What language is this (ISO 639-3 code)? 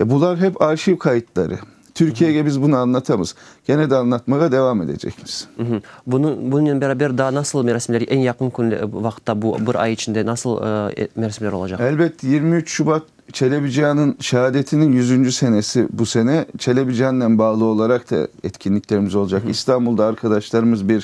crh